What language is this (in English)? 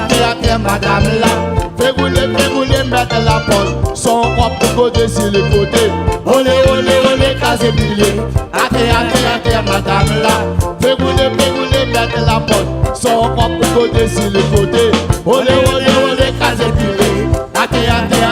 Réunion Creole French